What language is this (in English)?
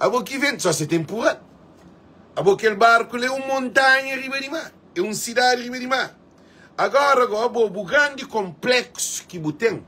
Kabuverdianu